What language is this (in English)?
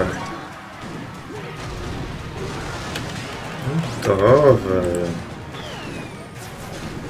Portuguese